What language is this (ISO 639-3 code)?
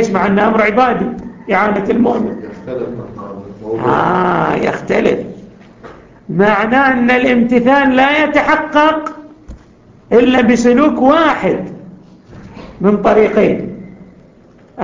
ara